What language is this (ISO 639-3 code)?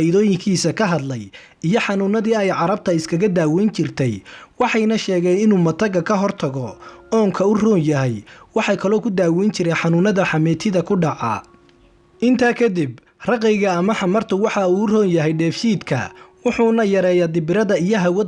som